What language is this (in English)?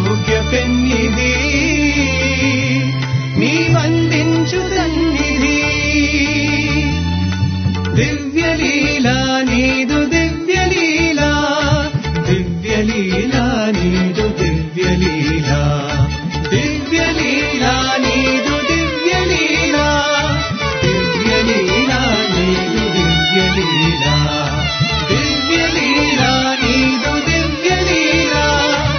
Telugu